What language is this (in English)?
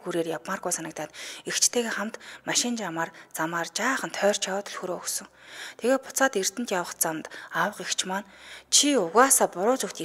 Mongolian